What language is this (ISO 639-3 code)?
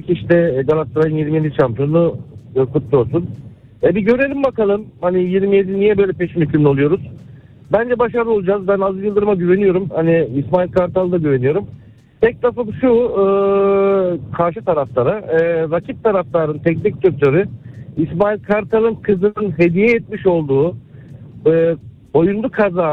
tur